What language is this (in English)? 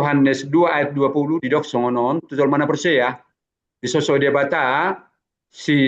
Batak Toba